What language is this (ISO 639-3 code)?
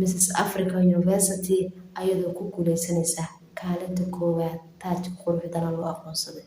som